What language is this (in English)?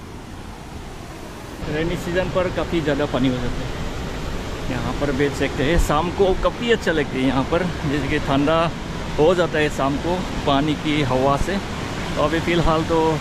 Hindi